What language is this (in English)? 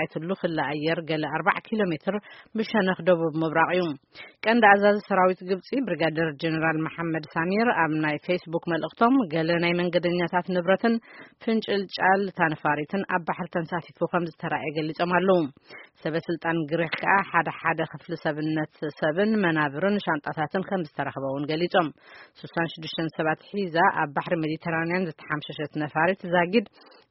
Tigrinya